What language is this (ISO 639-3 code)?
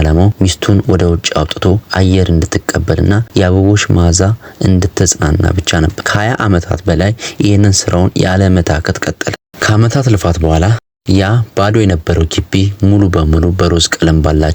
amh